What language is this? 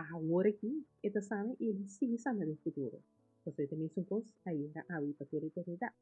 Papiamento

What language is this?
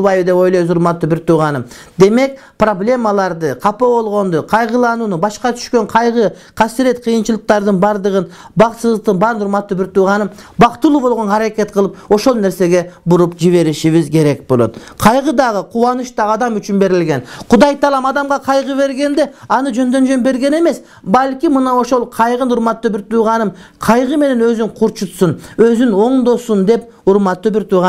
Kyrgyz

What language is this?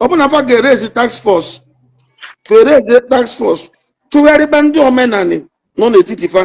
Igbo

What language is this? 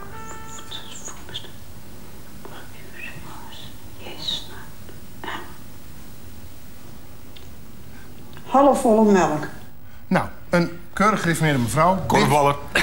Dutch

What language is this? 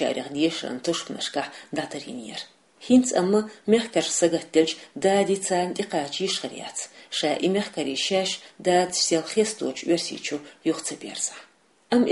Chechen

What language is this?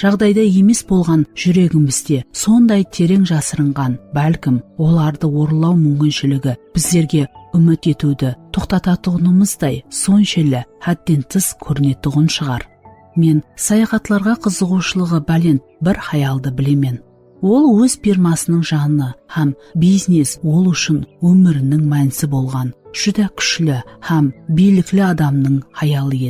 Kara-Kalpak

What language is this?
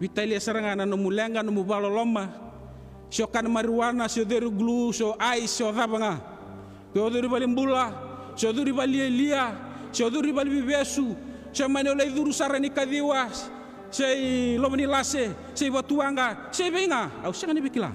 Fijian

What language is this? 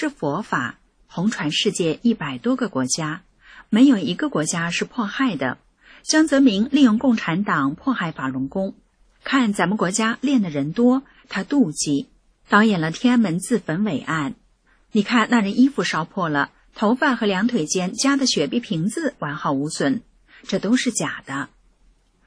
Chinese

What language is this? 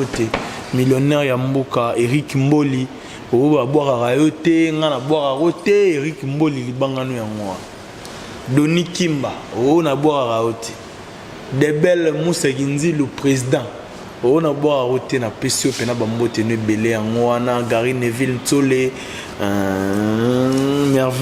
Lingala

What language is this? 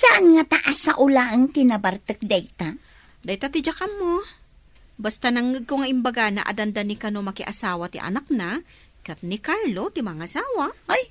Iloko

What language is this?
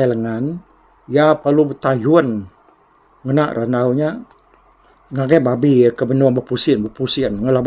Iban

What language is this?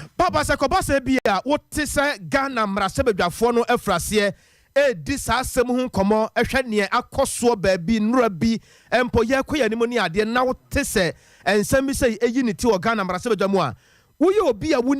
Akan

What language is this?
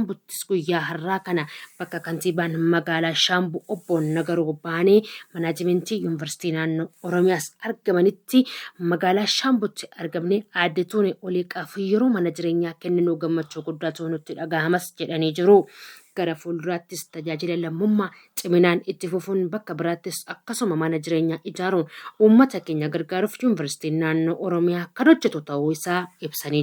Oromo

